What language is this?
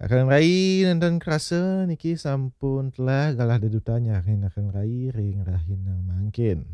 Balinese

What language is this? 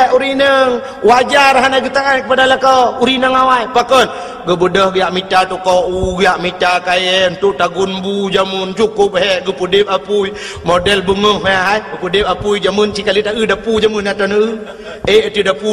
Achinese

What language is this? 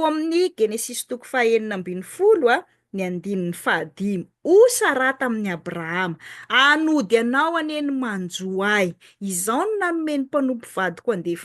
Malagasy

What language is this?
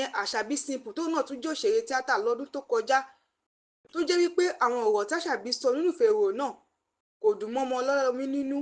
Yoruba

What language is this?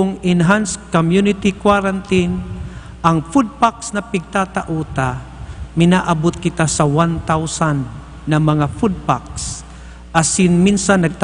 Bikol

